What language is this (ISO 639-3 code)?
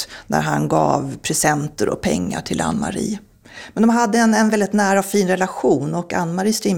swe